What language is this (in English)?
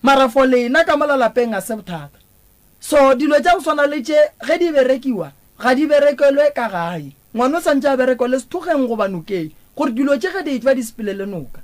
Northern Sotho